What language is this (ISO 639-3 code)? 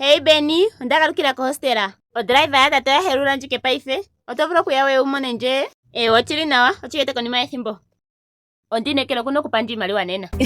ndo